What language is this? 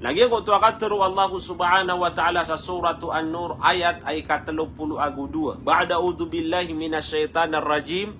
Maranao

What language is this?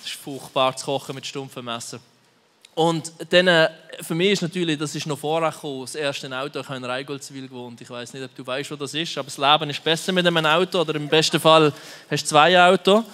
Swiss German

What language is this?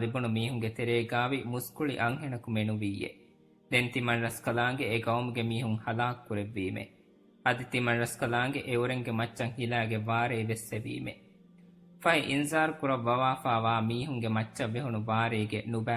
Divehi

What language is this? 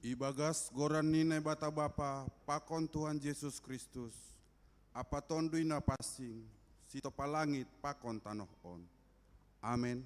Batak Simalungun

